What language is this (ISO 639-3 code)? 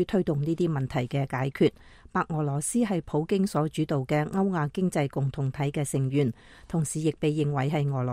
yue